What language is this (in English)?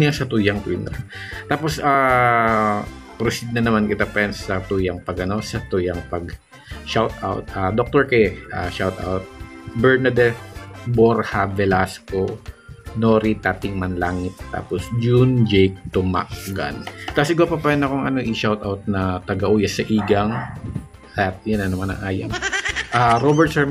Bikol